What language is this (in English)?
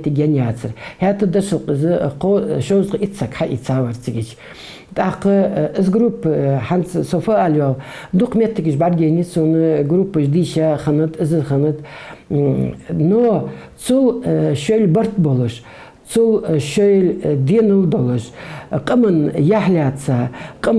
Ingush